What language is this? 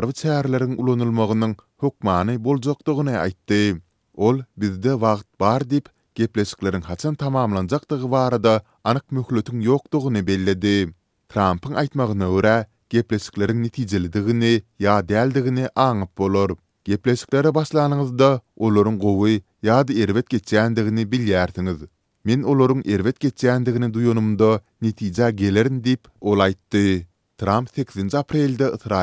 Turkmen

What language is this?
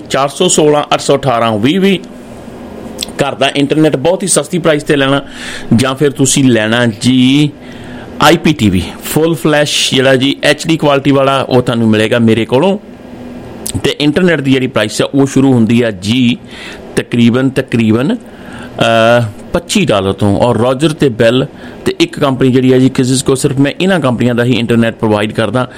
Punjabi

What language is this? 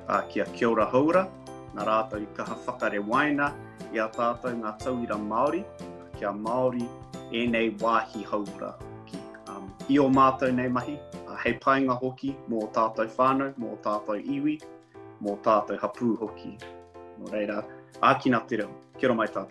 Māori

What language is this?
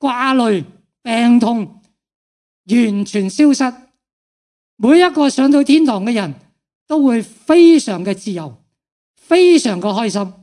Cantonese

